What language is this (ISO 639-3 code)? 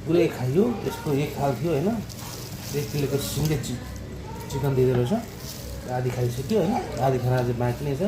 nep